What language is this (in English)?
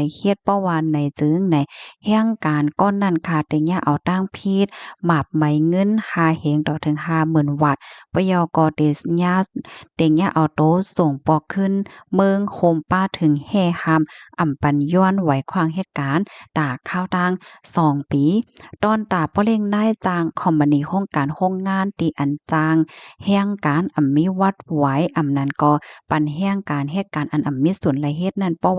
Shan